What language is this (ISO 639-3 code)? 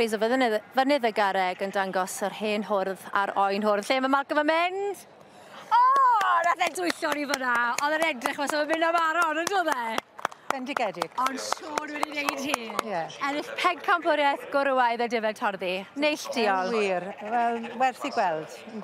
cym